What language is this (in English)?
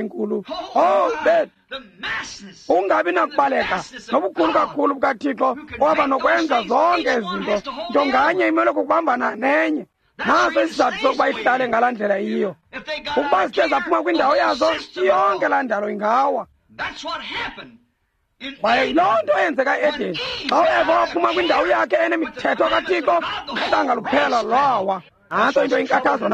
Xhosa